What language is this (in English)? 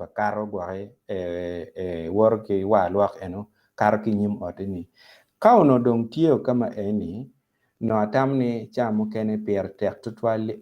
Acoli